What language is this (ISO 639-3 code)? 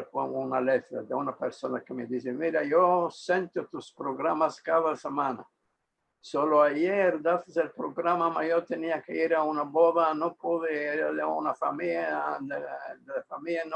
lad